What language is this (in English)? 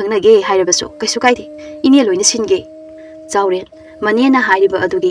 Manipuri